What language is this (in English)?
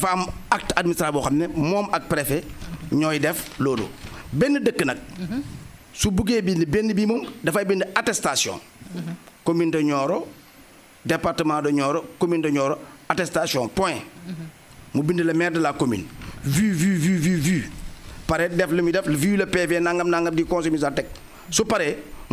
Wolof